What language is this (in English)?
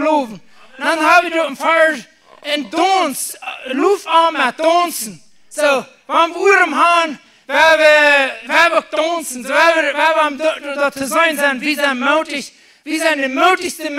Plautdietsch